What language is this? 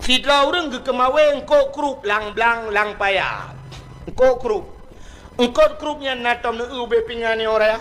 Achinese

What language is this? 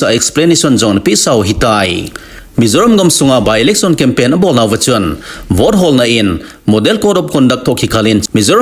Thado Chin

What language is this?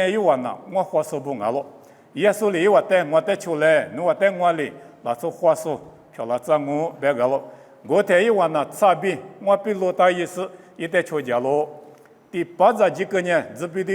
Lisu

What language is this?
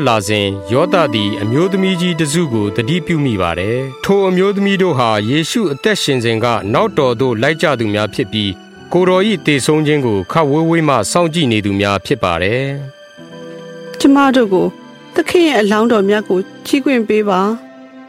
Burmese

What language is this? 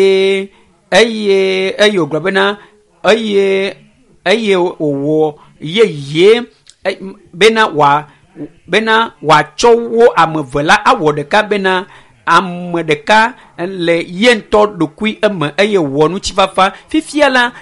Ewe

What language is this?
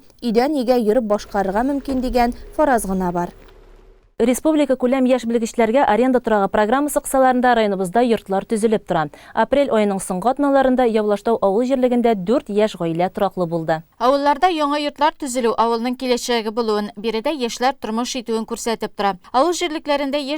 Tatar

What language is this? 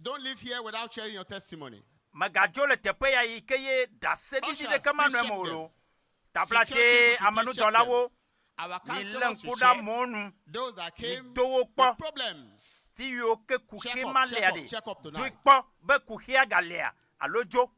Ewe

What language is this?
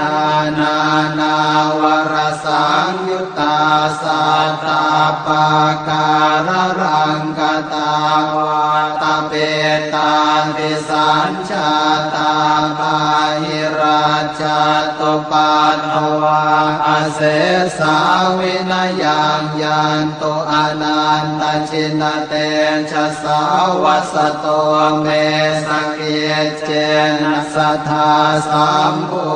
Pali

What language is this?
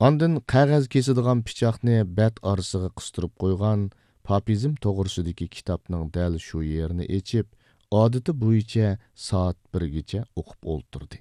Uyghur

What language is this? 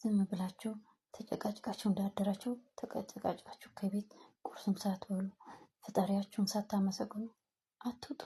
Amharic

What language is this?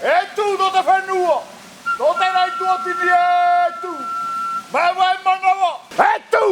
Tahitian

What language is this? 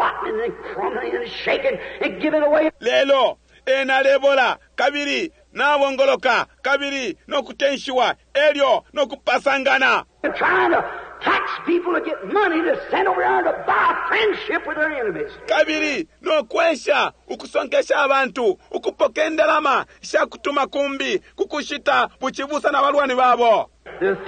Bemba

